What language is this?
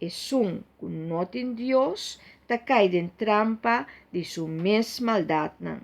Papiamento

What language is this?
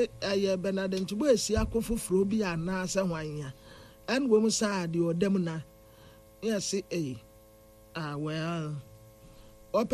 Akan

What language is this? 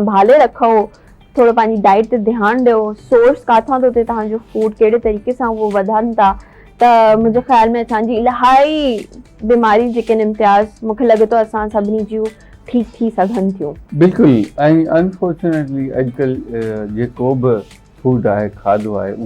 Sindhi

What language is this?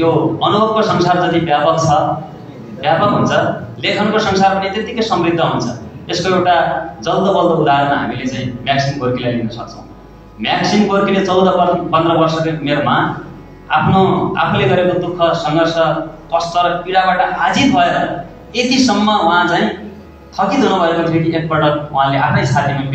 Nepali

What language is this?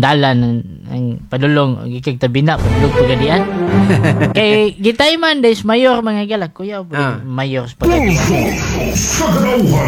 Cebuano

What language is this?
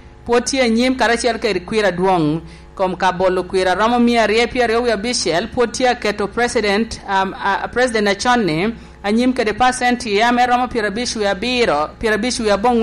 Lango (Uganda)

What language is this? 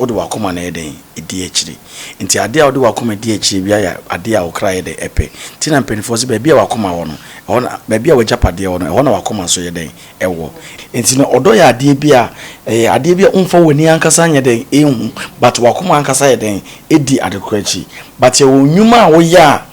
Akan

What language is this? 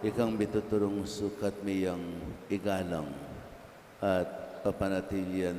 Pampanga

